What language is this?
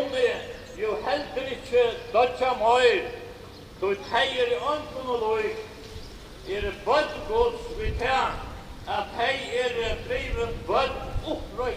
Faroese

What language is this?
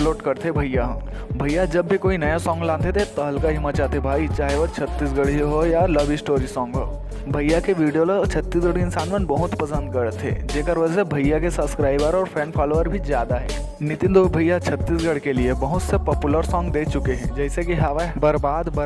Chhattisgarhi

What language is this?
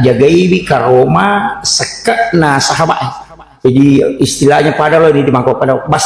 Buginese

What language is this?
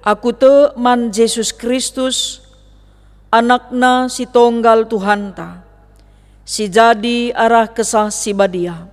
Batak Karo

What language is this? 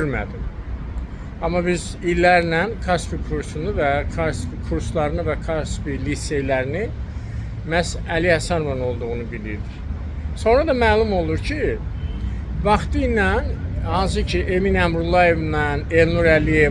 Azerbaijani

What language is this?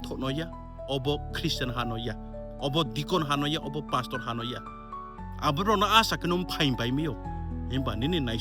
Riang (India)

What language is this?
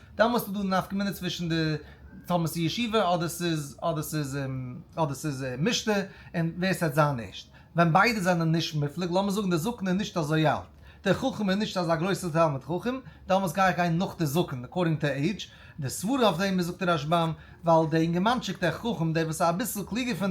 Yiddish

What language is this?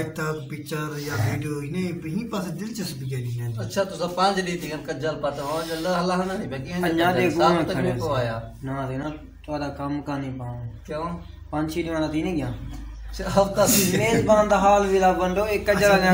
Saraiki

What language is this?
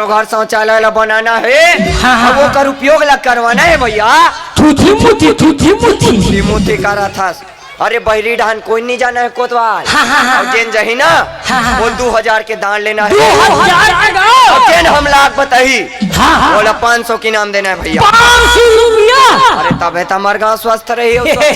Chhattisgarhi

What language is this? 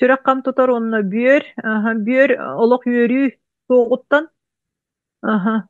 Yakut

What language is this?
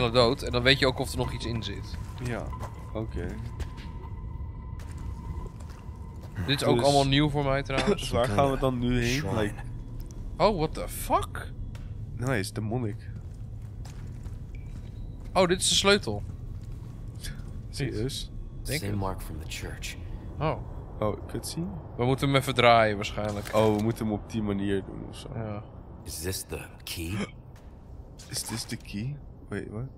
Dutch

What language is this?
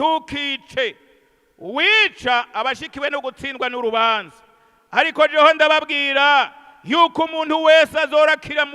Rundi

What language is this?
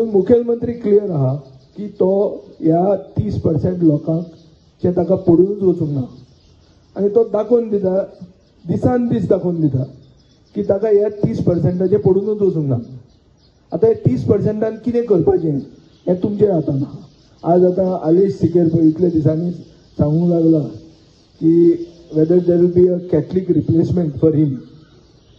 Konkani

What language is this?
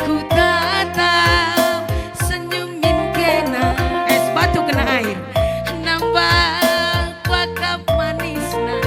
Batak Karo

